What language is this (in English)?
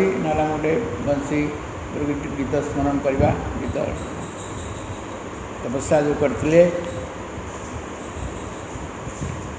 Odia